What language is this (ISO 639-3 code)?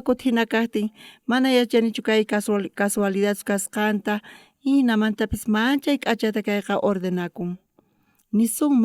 quh